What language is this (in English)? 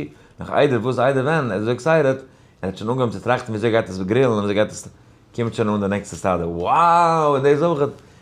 Yiddish